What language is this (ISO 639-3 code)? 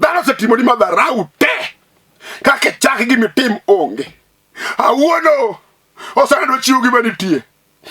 luo